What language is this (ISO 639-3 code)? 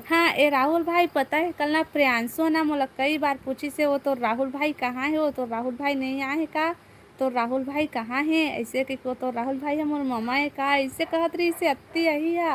hne